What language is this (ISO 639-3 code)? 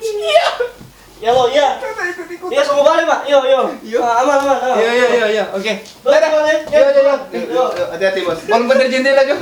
xmm